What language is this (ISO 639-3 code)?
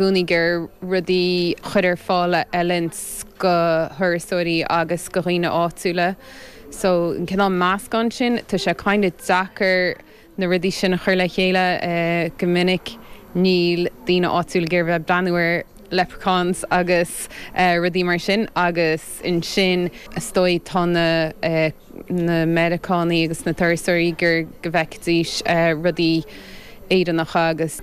gle